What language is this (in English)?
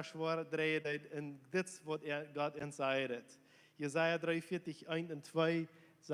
Plautdietsch